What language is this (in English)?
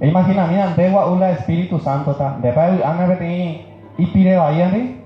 Guarani